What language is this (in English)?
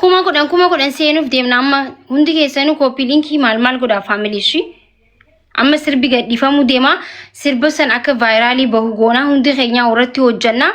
Oromo